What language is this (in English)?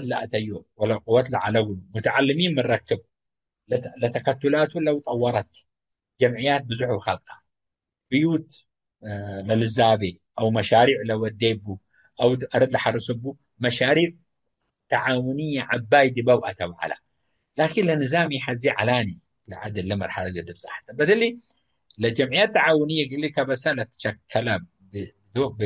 Tigre